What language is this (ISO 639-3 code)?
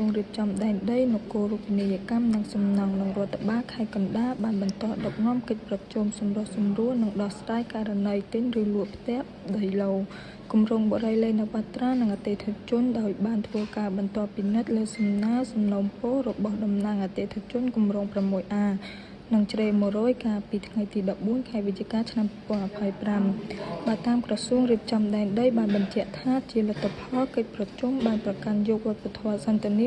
khm